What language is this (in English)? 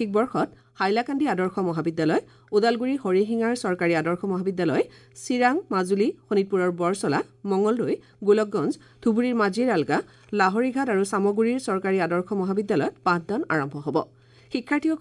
Assamese